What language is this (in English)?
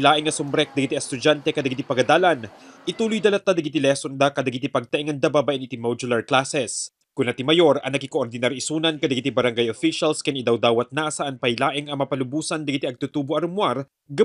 Iloko